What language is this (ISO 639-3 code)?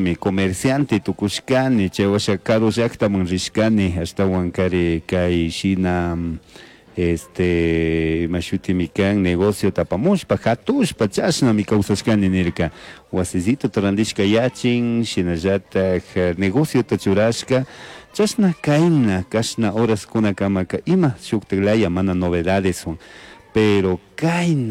qug